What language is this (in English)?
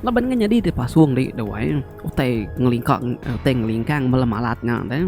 Iban